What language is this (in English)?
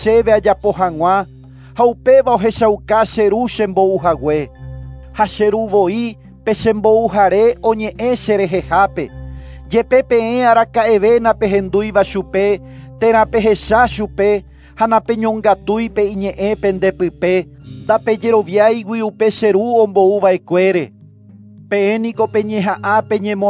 Guarani